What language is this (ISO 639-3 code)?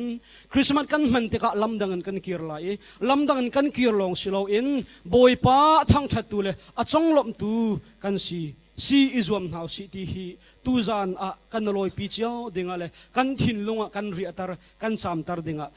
cnh